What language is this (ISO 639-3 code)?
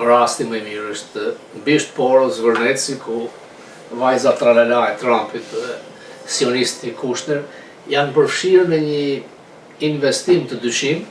sqi